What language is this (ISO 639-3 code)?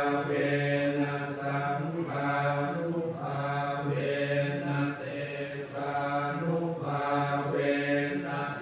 pli